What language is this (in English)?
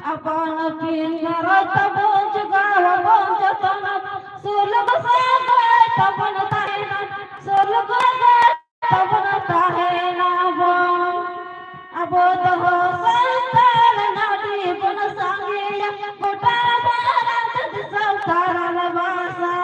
Santali